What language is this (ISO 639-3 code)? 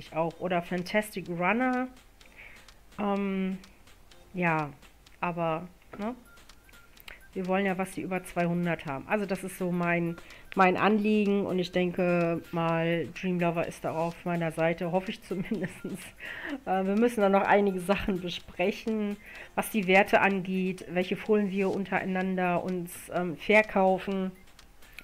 deu